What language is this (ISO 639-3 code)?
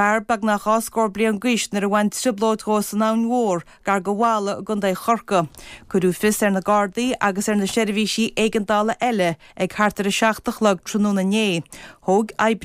gle